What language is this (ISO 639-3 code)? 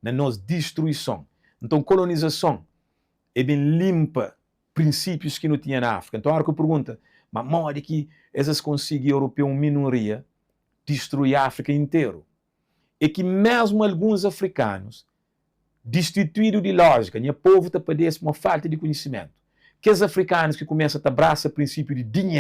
kea